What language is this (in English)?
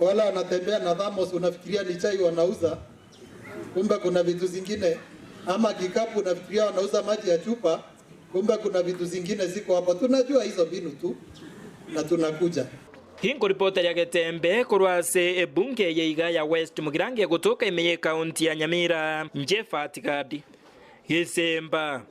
Gusii